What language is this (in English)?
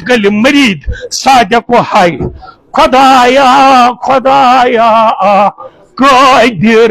Kashmiri